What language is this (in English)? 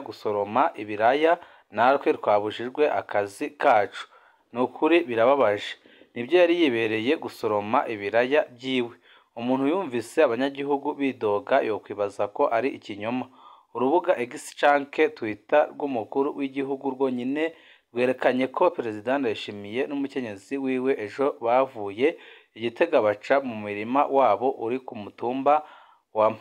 Rundi